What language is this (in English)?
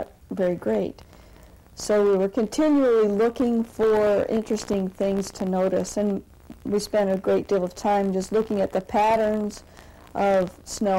English